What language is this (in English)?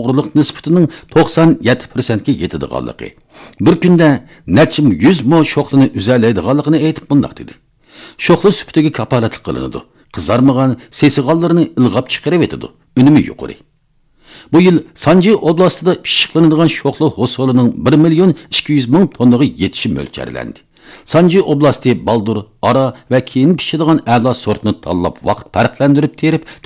Uyghur